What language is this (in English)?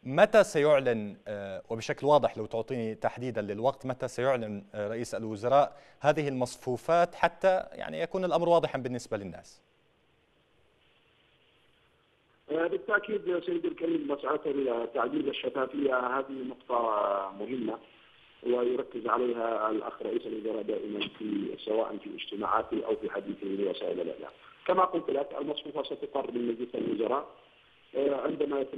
Arabic